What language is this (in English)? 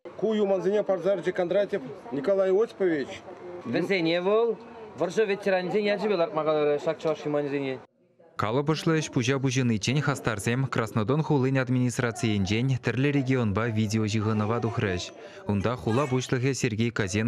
Chuvash